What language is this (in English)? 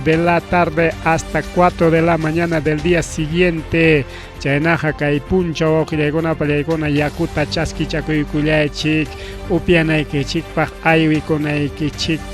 Ayacucho Quechua